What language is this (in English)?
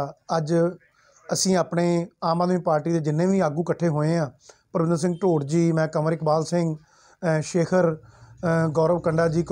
Punjabi